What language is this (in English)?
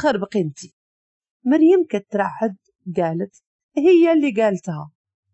Moroccan Arabic